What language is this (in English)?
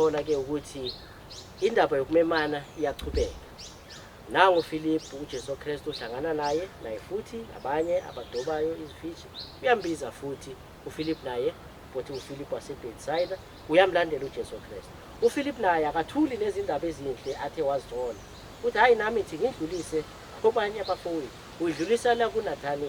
Zulu